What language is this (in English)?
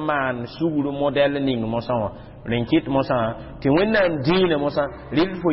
Mossi